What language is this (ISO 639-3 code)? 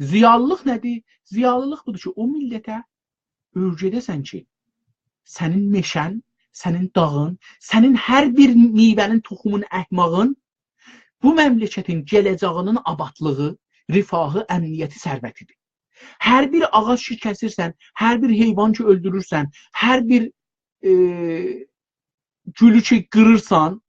azb